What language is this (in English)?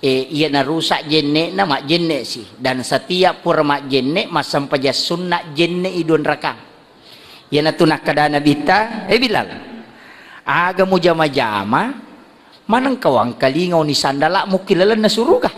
Buginese